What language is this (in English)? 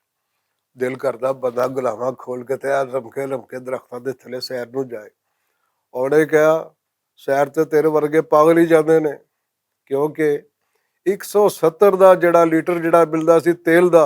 Western Panjabi